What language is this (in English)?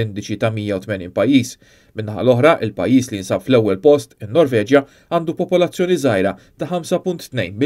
Maltese